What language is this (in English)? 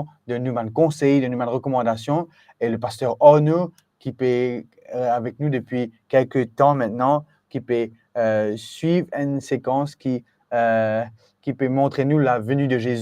Morisyen